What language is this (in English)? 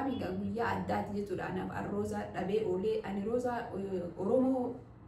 Oromo